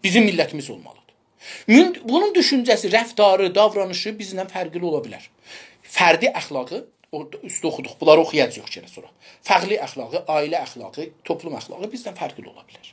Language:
South Azerbaijani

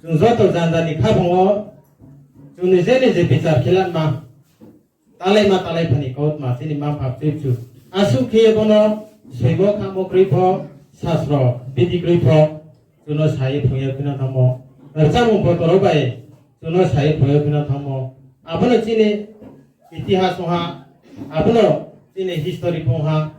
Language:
Riang (India)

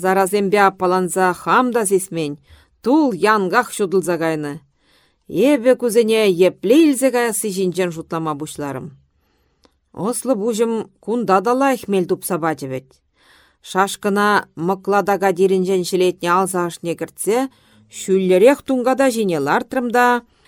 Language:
Chuvash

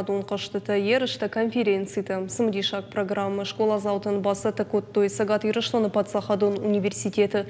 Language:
Ossetic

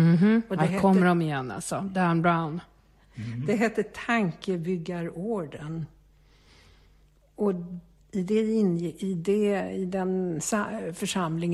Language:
Swedish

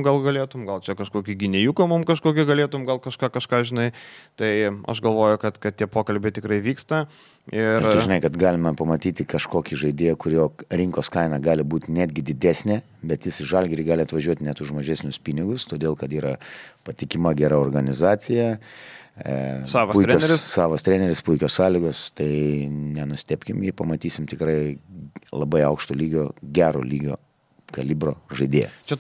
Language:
Lithuanian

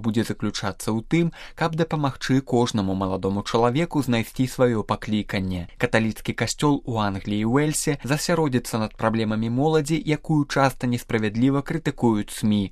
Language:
Belarusian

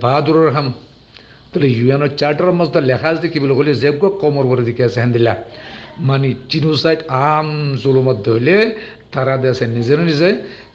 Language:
Rohingya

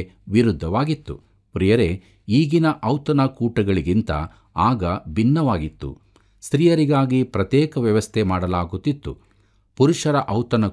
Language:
Kannada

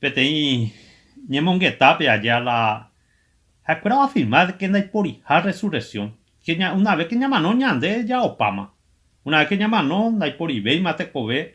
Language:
Guarani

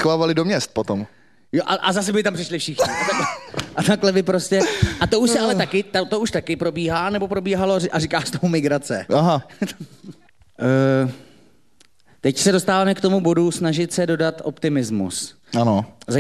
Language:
Czech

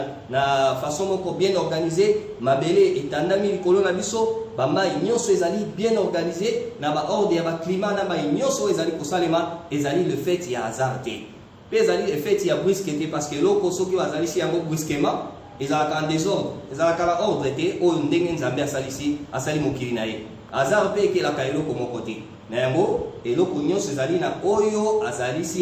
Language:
Lingala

